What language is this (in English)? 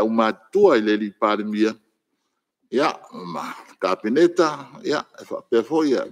Samoan